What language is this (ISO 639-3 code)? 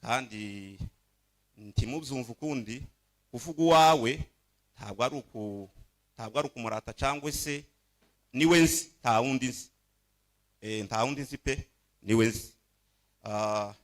kin